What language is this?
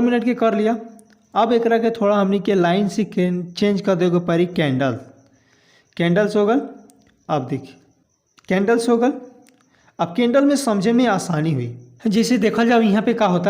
Bhojpuri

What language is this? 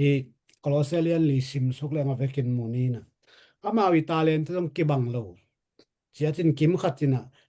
Tedim Chin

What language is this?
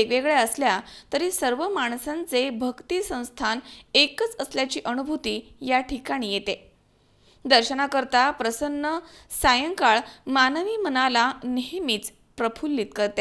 Marathi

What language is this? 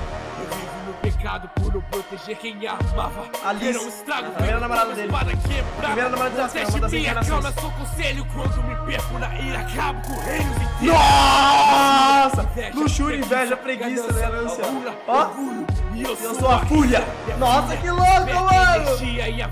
Portuguese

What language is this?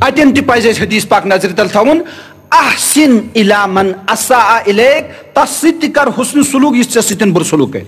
Kashmiri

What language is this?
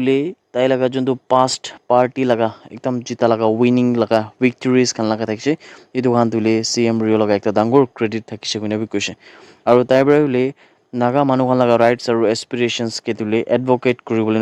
Naga Pidgin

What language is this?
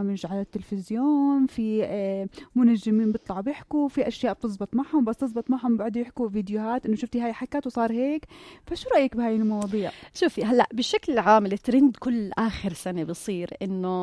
North Levantine Arabic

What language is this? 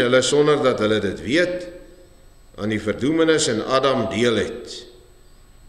Afrikaans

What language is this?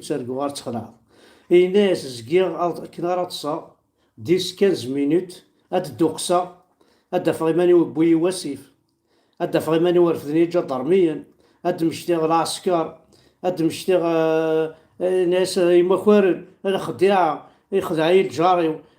Kabyle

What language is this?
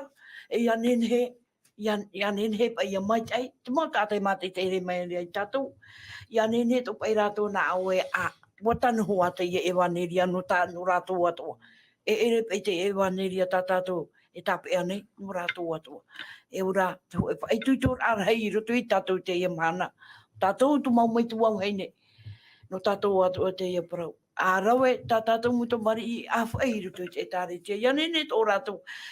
Tahitian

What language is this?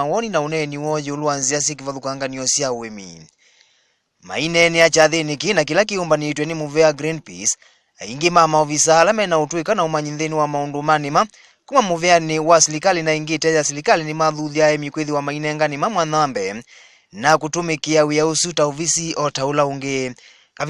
Kamba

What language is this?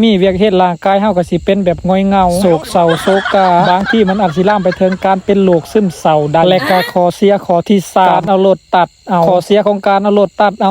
Lao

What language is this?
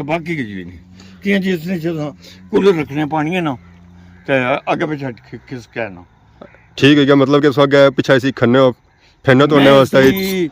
Pahari-Potwari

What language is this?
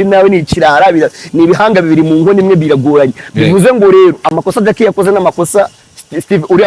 Kinyarwanda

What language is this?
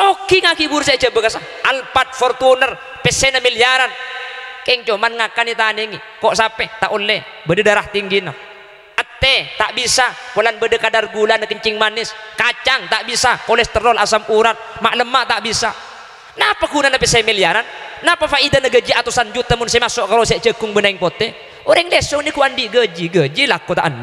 Madurese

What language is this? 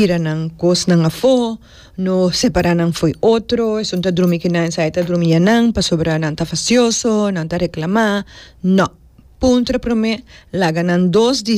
Papiamento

